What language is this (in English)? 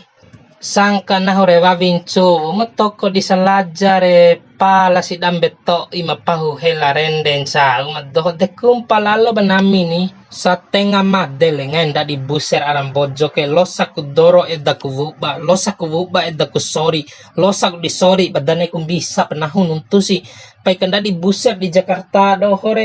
Bima